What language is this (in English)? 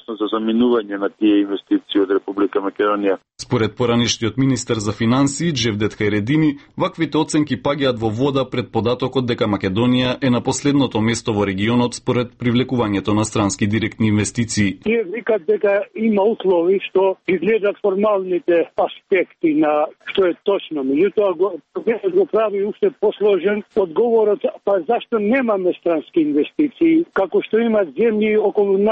Macedonian